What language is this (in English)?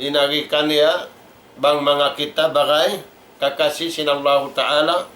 Tausug